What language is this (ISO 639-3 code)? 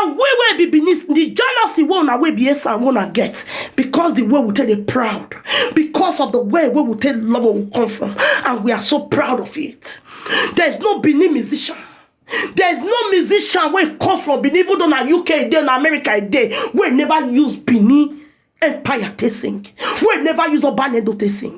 pcm